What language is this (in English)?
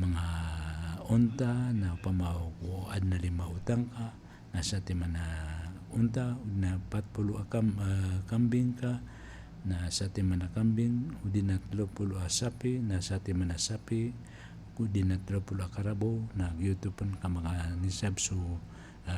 Maranao